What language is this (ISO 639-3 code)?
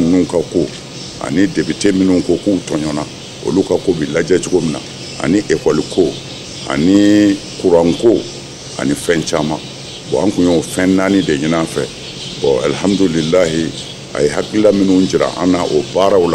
bam